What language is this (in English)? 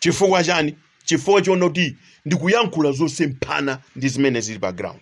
Nyanja